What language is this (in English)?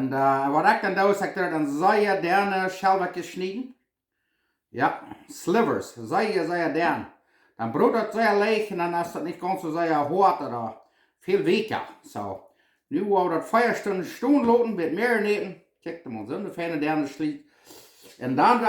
Plautdietsch